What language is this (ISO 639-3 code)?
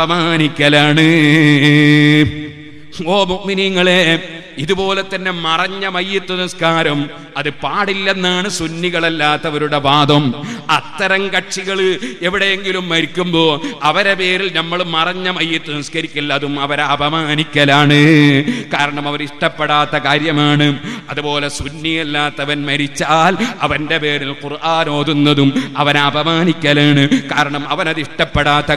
mal